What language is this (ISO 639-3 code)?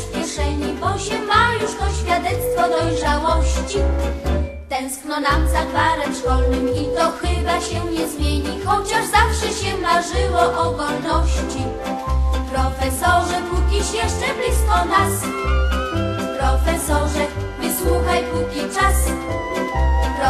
pol